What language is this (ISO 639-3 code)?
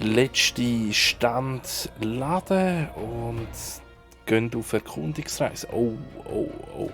gsw